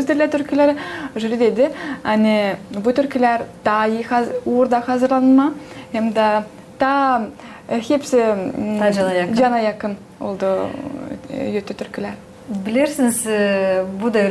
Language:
Gagauz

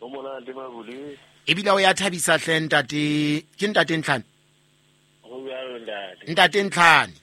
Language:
Southern Sotho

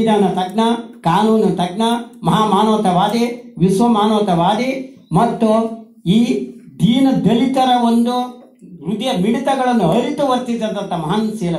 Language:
Kannada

